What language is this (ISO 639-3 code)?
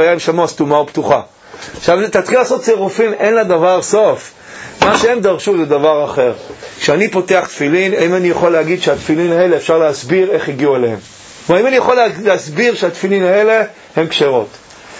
heb